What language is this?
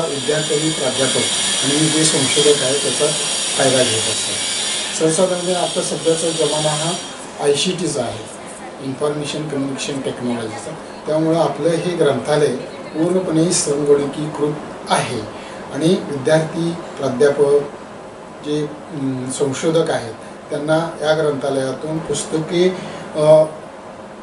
Marathi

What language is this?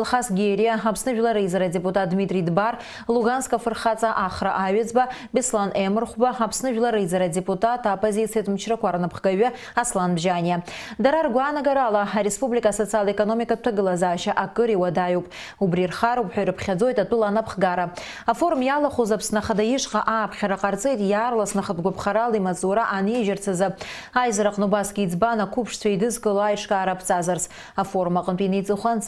Abkhazian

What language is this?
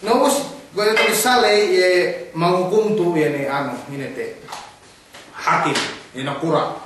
Yakan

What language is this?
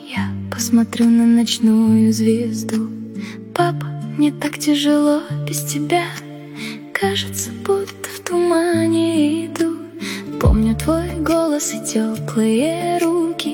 Russian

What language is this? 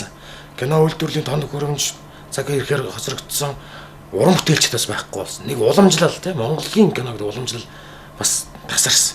Mongolian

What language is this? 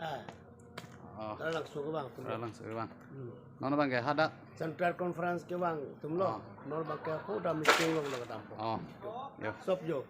Karbi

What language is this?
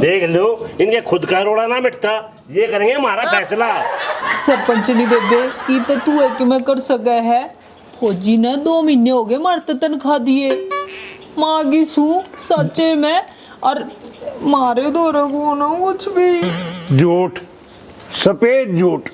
Haryanvi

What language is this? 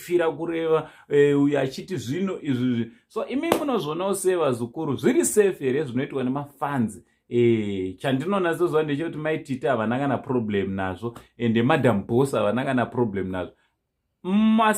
Shona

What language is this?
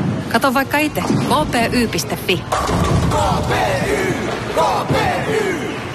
Finnish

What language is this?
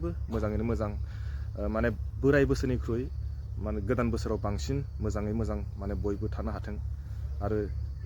Bodo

